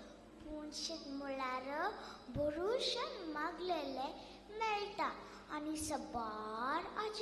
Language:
Konkani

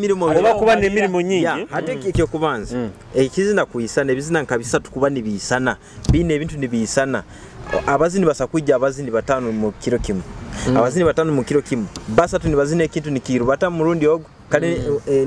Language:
Nyoro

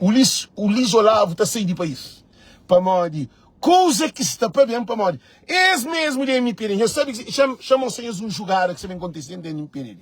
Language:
Kabuverdianu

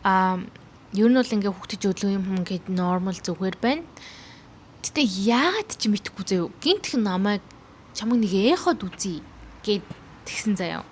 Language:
Mongolian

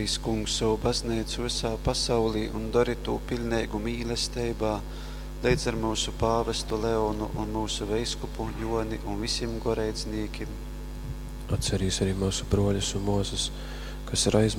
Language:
Latgalian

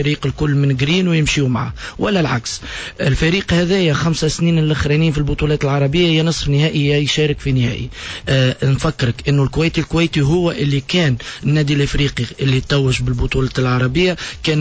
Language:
Tunisian Arabic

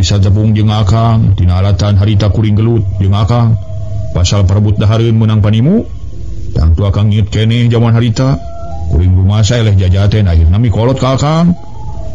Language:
Sundanese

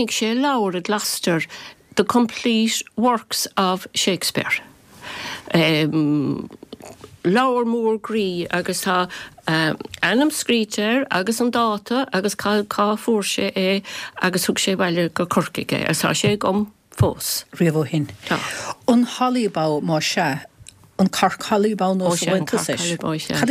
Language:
Irish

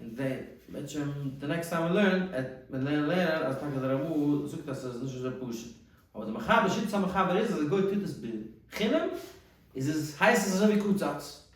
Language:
Yiddish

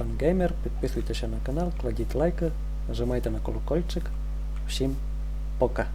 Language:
Rusyn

